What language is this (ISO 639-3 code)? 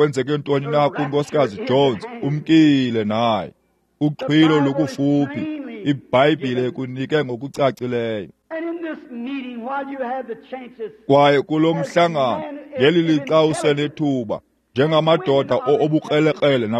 xho